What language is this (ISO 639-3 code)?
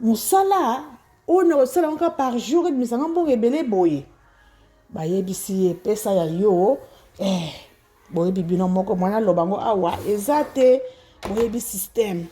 lin